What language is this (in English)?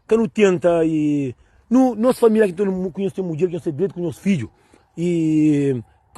Kabuverdianu